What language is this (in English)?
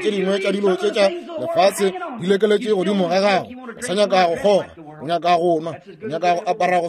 Northern Sotho